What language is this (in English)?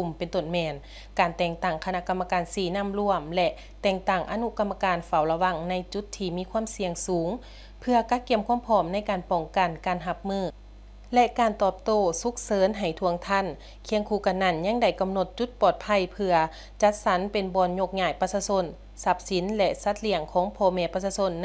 Lao